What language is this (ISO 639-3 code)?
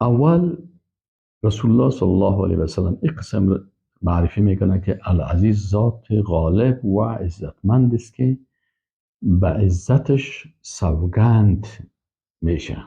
fas